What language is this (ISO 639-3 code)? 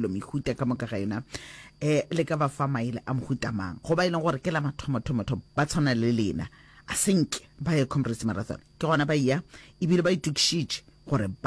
nso